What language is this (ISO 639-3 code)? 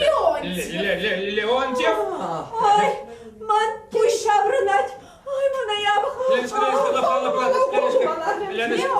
chv